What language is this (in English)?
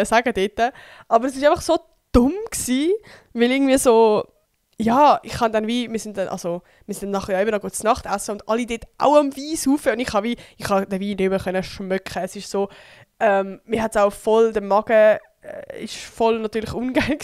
Swiss German